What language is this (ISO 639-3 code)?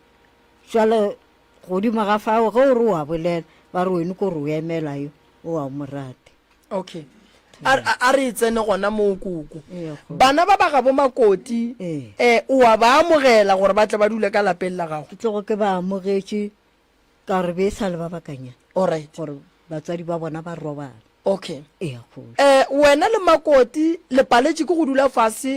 nso